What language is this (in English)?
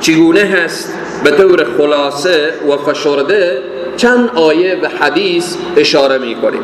Persian